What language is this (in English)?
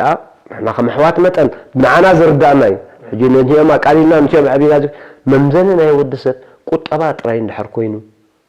Tigrinya